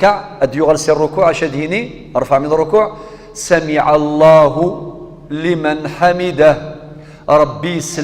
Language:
Kabyle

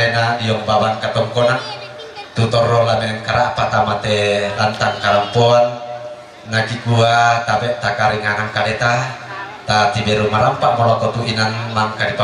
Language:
Toraja-Sa'dan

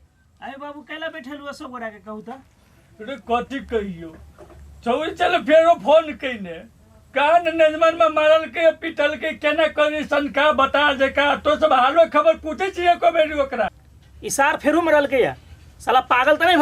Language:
Maithili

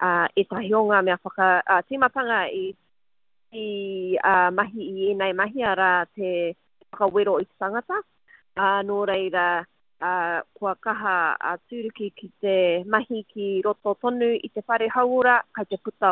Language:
Māori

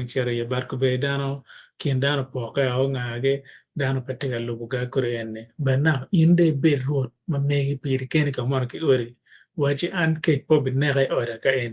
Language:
Acoli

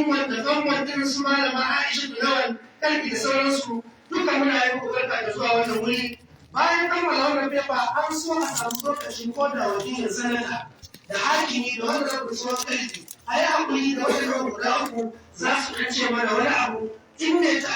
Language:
Hausa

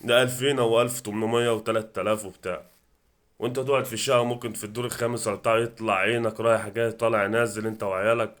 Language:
Egyptian Arabic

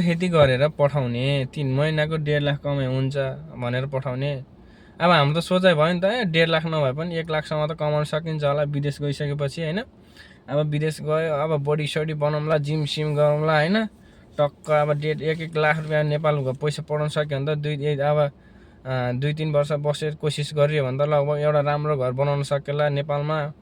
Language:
Nepali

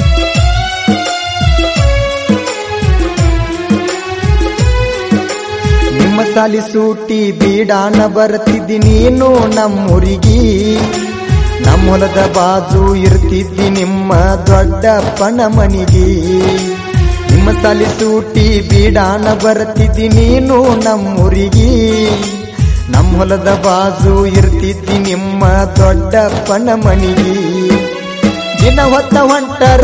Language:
Kannada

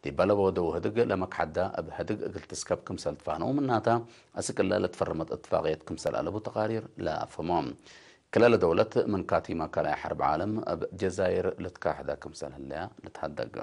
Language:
Tigre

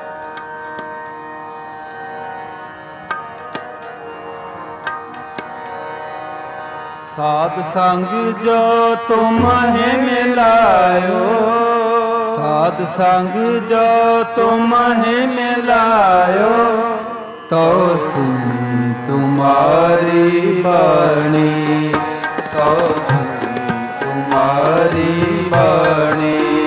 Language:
Punjabi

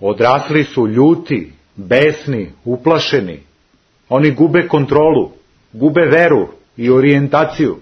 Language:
Serbian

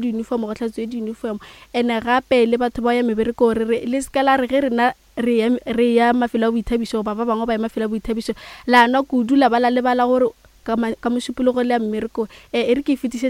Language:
Northern Sotho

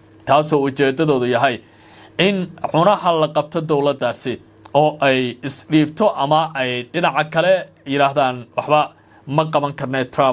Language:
Somali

